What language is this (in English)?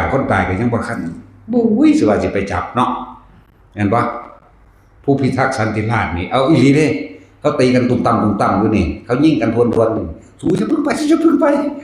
Northeastern Thai